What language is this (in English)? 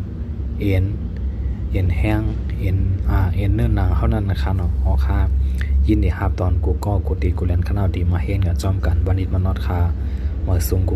Shan